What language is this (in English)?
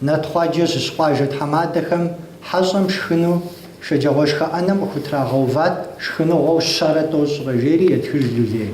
Kabardian